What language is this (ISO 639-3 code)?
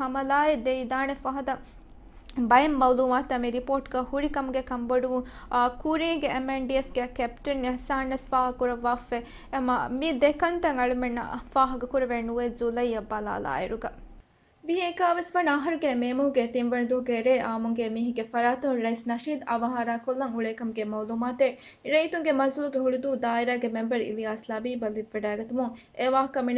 div